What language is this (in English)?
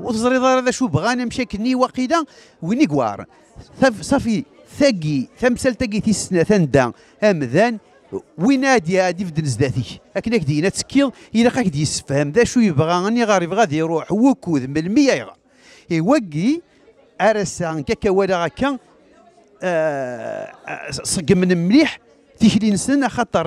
Kabyle